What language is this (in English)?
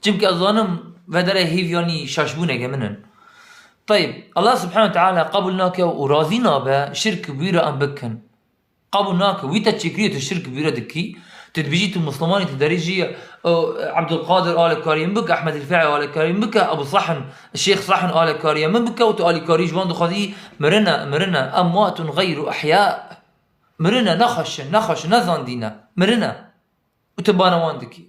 Kurdish